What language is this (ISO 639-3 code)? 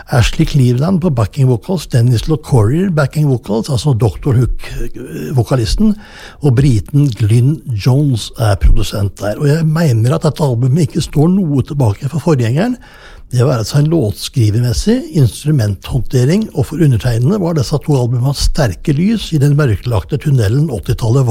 nor